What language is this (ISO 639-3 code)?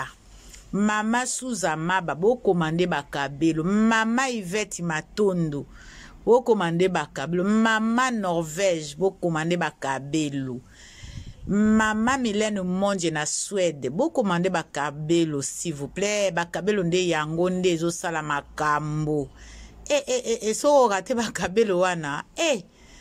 lin